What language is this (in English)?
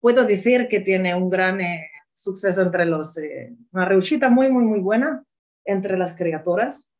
Ladino